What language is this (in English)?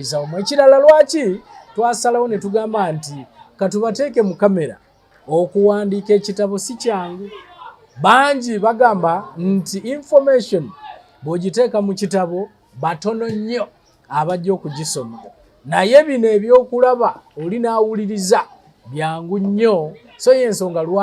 Ganda